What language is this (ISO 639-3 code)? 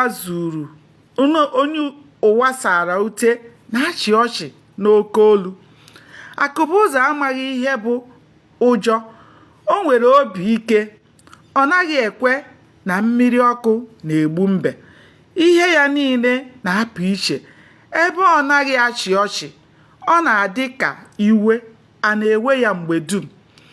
ibo